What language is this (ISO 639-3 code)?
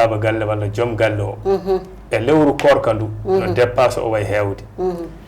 ful